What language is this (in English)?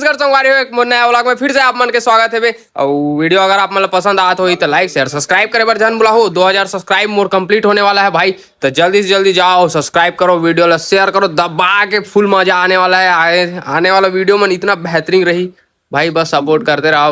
Chhattisgarhi